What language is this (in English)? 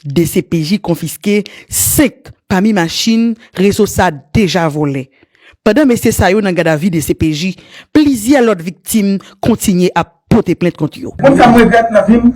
Haitian Creole